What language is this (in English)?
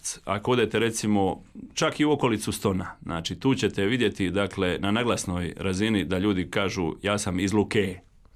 Croatian